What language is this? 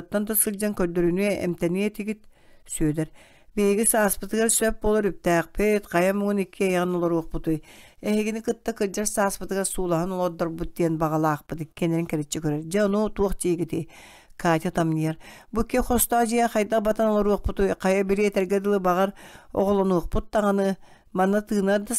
Yakut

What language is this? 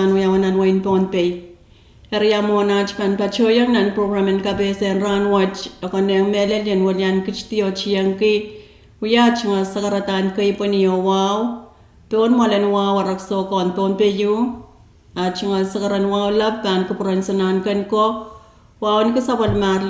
Pohnpeian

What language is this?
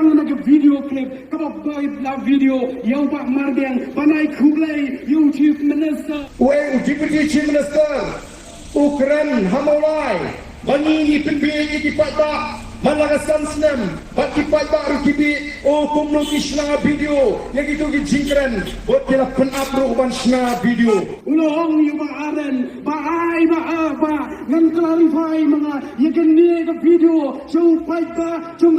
Khasi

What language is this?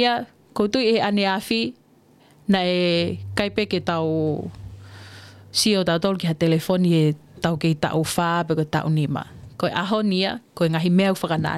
Tongan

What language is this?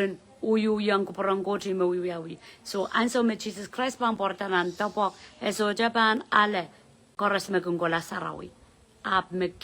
Pohnpeian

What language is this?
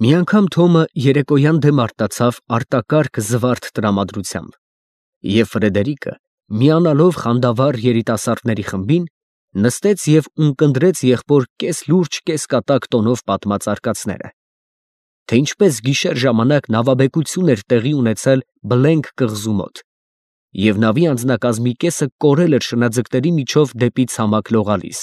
Armenian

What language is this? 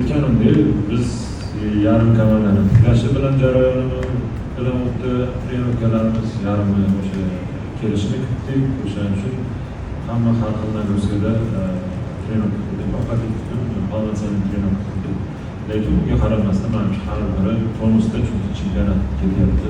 Uzbek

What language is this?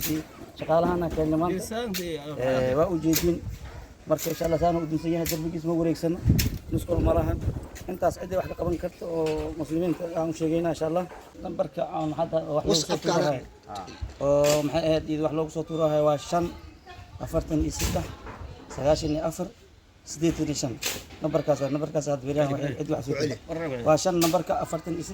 Somali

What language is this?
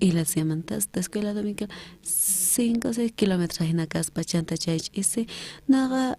South Bolivian Quechua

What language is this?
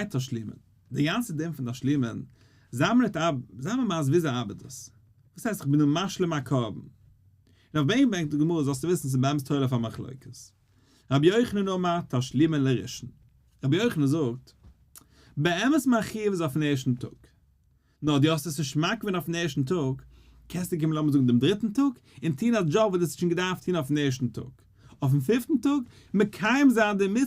Yiddish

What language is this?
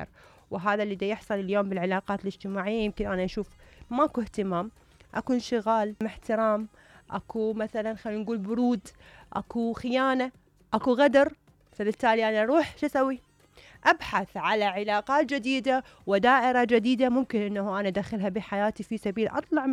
Mesopotamian Arabic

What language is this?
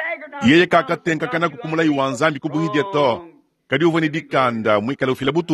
Luba-Lulua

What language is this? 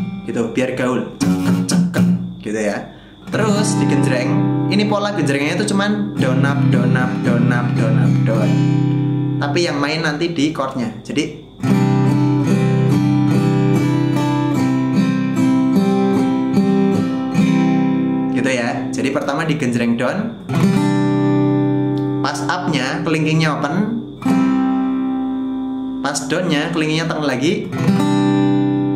Indonesian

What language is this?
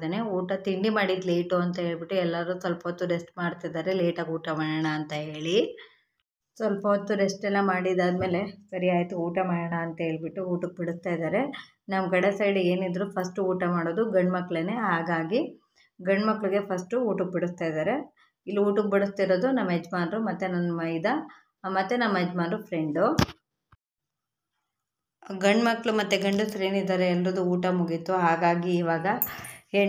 Kannada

